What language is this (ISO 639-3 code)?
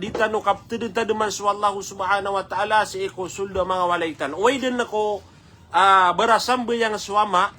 mrw